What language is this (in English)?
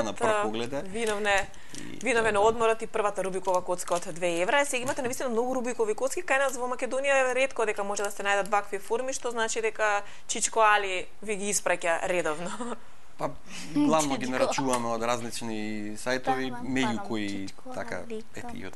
Macedonian